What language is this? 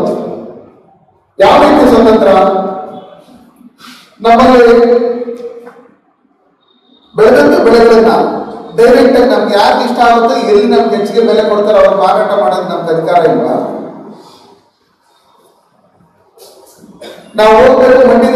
Kannada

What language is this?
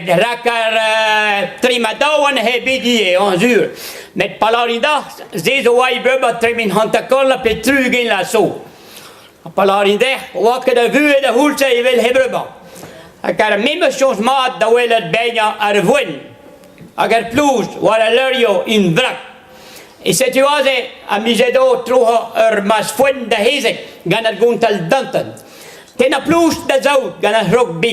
Breton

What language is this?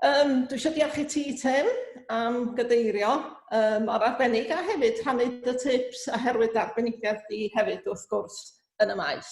Welsh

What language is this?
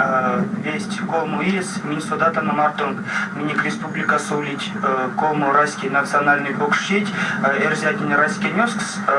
Erzya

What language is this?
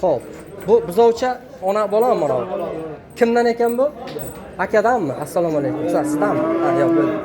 Uzbek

